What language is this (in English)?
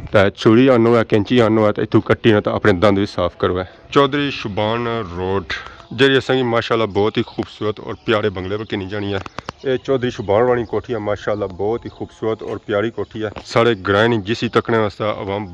Pahari-Potwari